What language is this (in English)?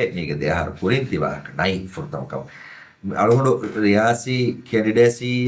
Divehi